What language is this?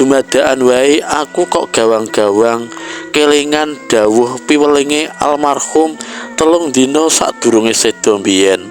Javanese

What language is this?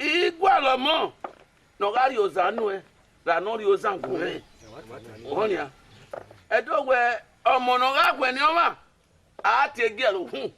Bini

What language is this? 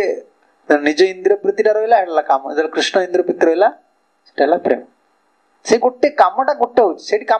Odia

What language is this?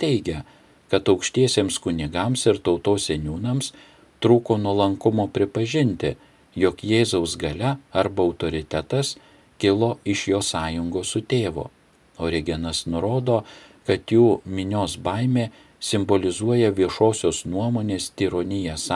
Lithuanian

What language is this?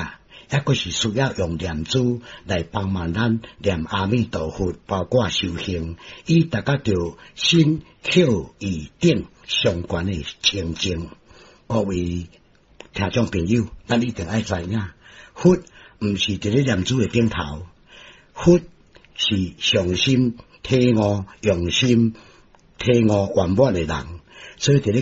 Min Nan Chinese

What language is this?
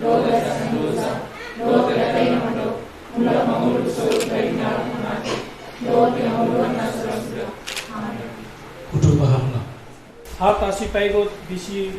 Batak Toba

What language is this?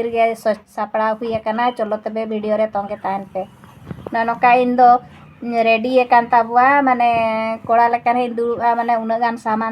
Santali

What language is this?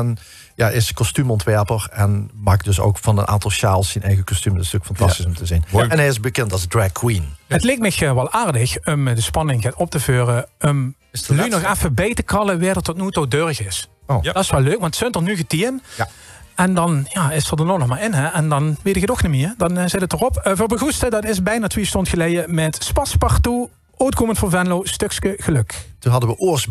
Limburgish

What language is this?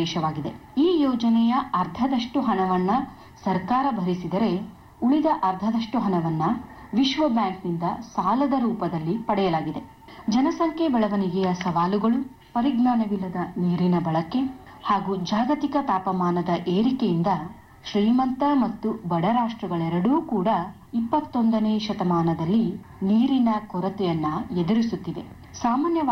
Kannada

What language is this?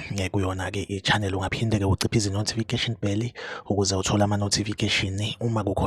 Zulu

